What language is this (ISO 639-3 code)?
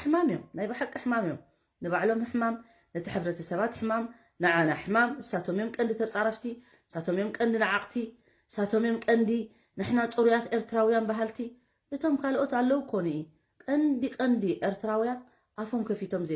tir